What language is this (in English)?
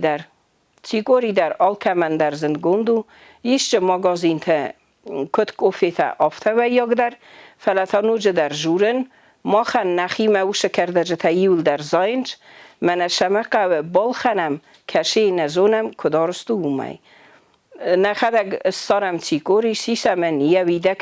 Ossetic